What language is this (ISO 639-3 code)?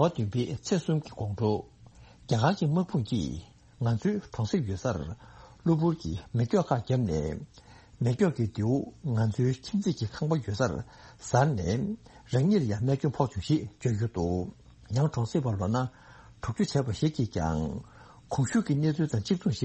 bod